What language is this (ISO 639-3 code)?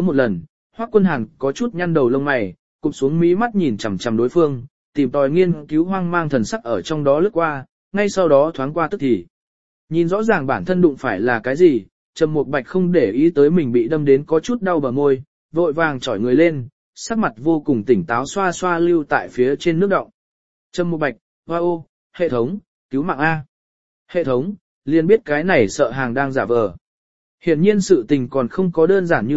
vie